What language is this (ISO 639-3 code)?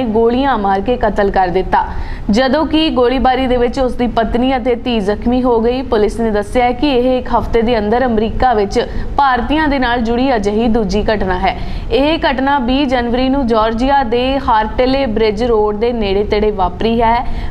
pan